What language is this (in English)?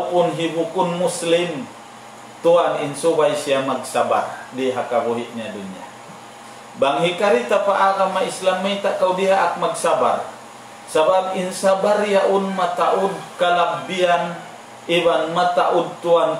Tausug